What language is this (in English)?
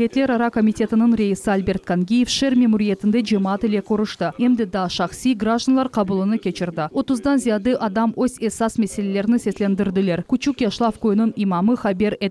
Crimean Tatar